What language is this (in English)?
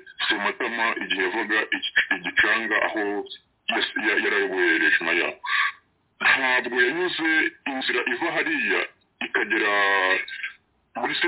Kinyarwanda